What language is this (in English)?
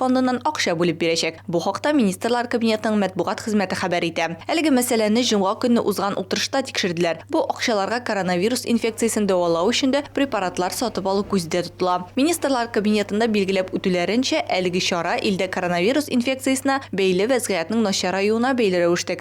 Tatar